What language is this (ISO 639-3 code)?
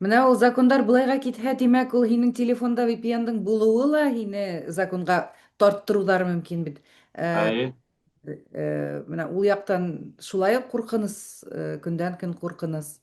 bak